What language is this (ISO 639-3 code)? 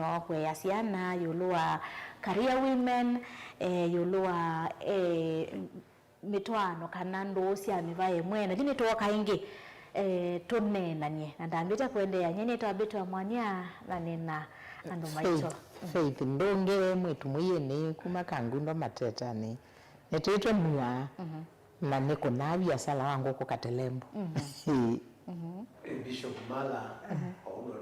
kam